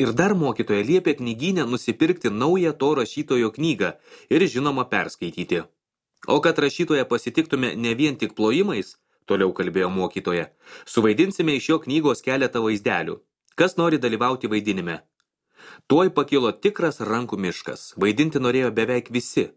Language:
Lithuanian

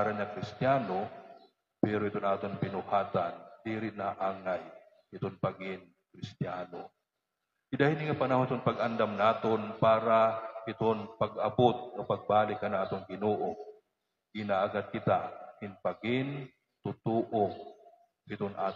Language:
Waray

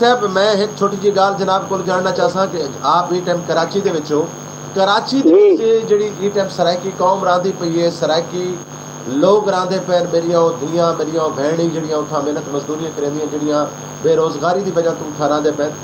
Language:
Saraiki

